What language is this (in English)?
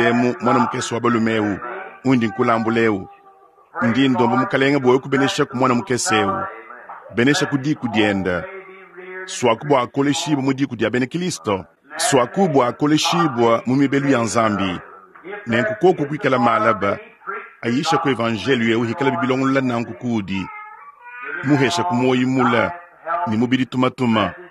Luba-Lulua